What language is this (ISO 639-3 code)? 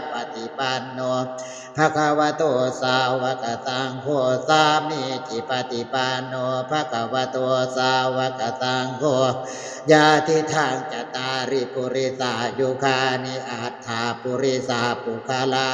pli